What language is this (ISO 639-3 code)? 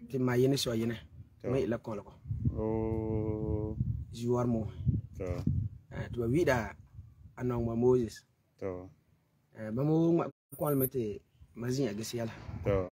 gur